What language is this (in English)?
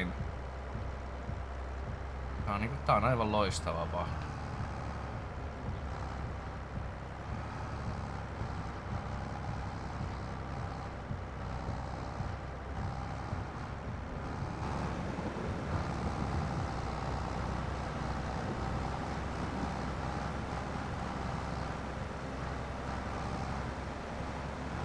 Finnish